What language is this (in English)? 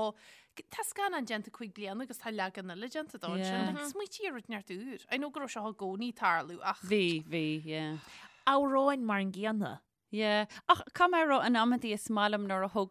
Irish